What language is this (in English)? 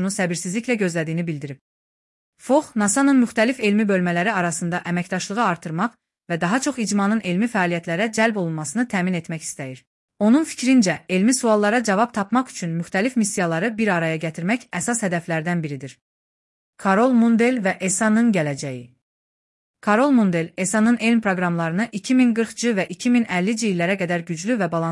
Azerbaijani